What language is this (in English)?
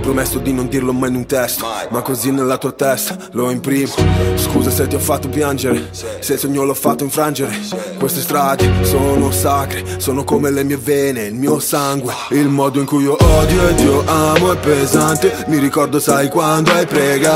Italian